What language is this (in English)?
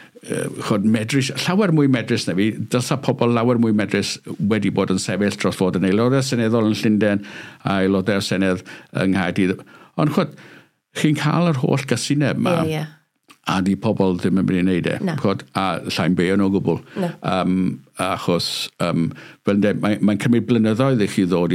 Welsh